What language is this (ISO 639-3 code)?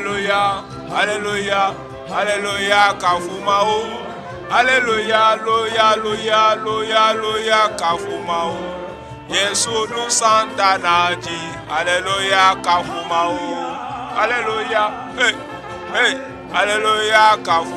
ewe